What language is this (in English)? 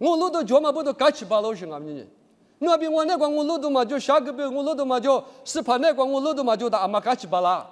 Lisu